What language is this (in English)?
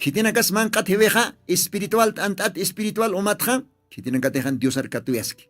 Aymara